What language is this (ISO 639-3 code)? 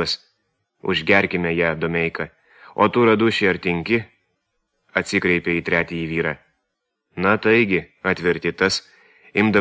lit